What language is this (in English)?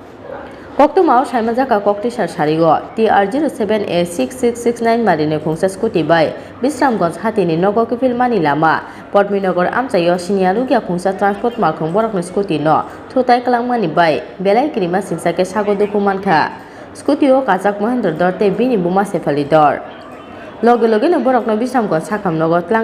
Kok Borok